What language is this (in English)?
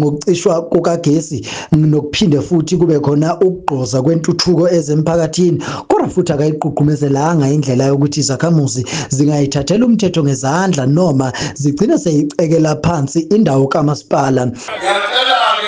Zulu